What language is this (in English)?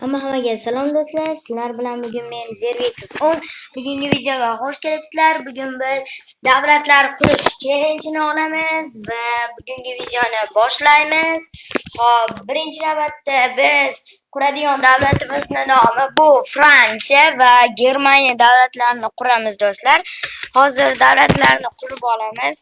Uzbek